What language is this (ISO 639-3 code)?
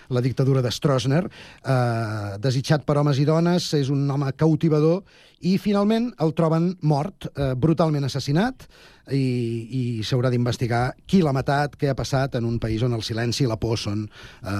cat